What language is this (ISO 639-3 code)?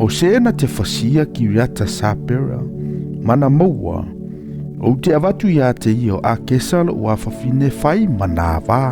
smo